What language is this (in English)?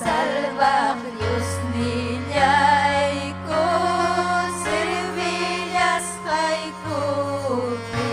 Ayacucho Quechua